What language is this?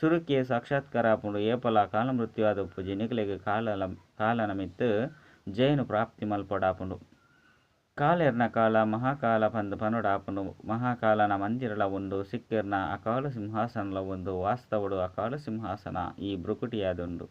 Tulu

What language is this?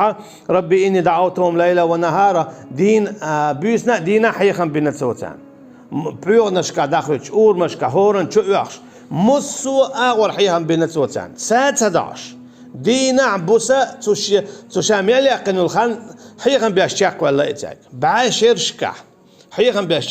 Chechen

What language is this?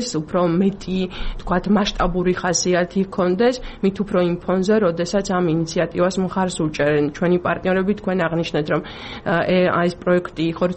Georgian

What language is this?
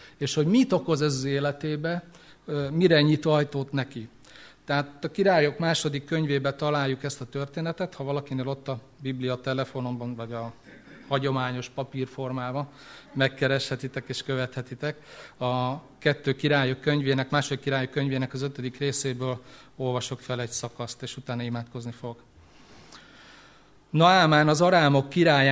Hungarian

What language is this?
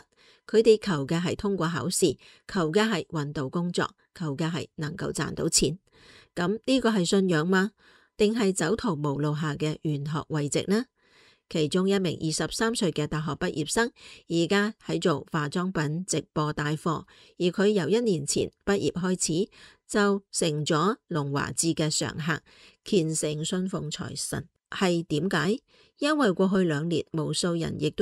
Cantonese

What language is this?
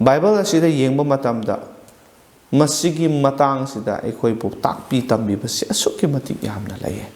Manipuri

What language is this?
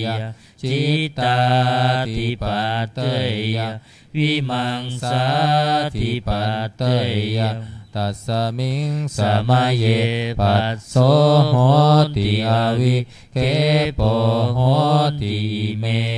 Pali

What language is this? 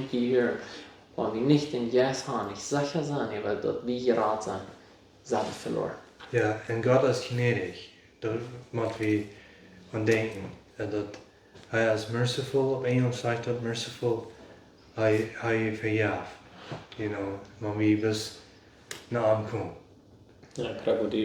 Plautdietsch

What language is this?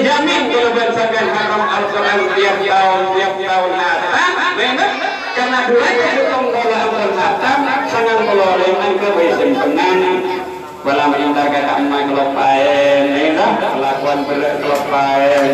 Madurese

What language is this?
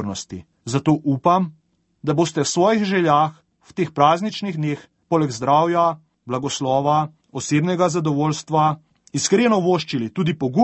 Slovenian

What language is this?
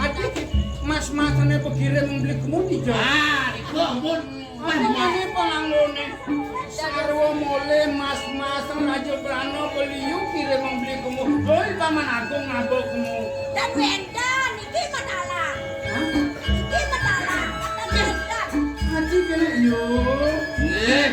Balinese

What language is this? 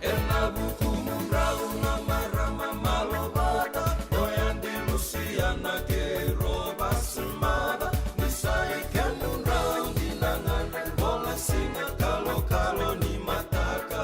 Fijian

